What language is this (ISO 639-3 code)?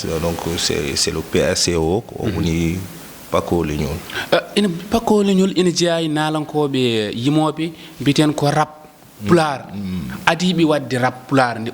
ful